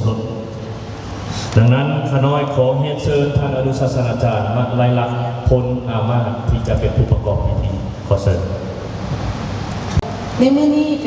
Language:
Lao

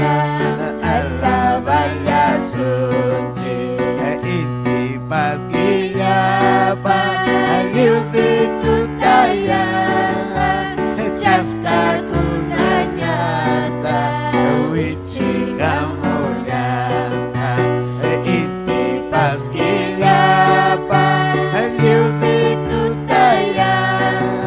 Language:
Ayacucho Quechua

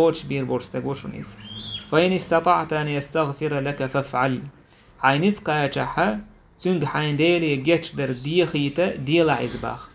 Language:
Chechen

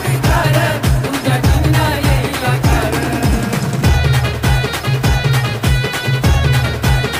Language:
Marathi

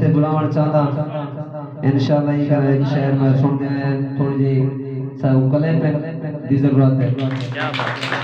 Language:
Saraiki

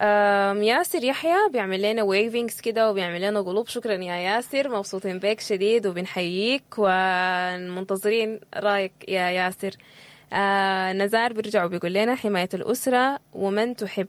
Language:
Sudanese Arabic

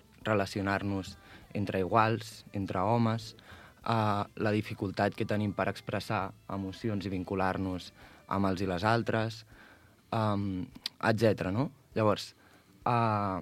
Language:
Catalan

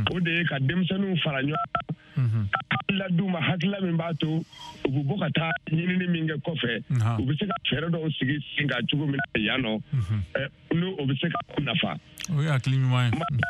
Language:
Bambara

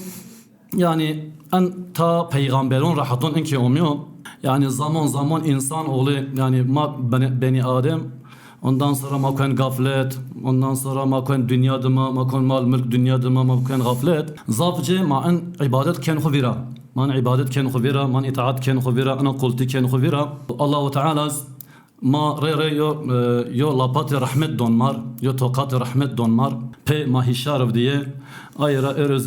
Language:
Zaza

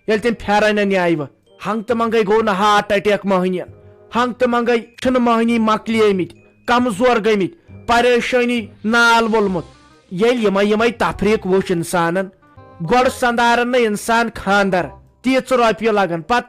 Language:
Kashmiri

